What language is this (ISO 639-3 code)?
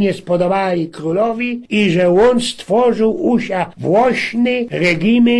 szl